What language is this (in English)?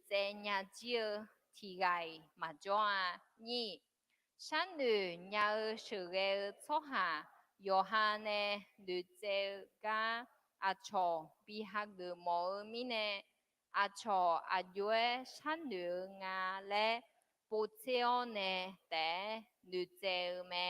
Akha